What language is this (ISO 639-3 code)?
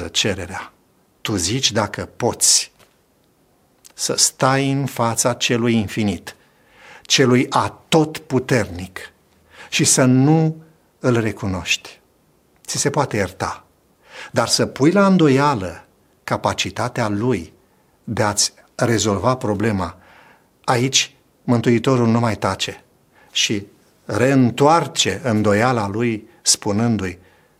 ron